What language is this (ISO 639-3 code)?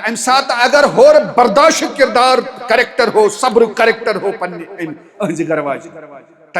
kas